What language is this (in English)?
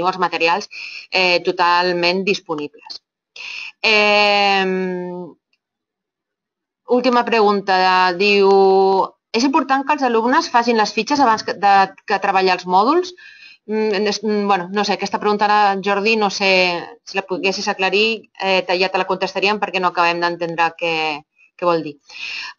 Catalan